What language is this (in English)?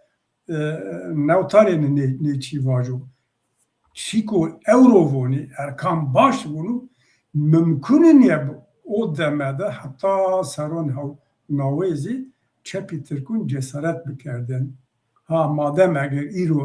Zaza